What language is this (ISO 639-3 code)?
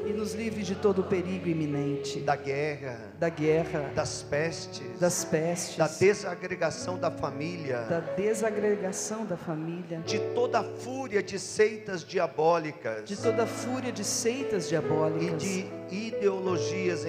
por